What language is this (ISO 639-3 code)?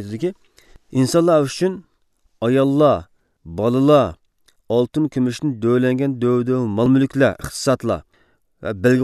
uig